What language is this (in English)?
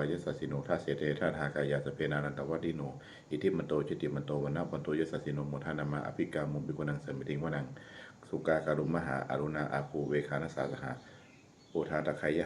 Pali